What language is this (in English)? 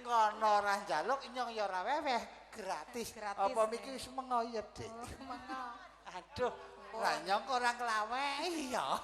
Javanese